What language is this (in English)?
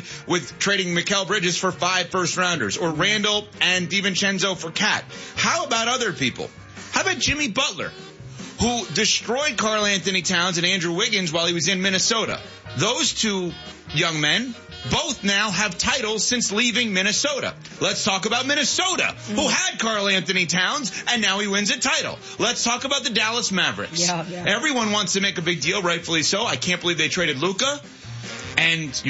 English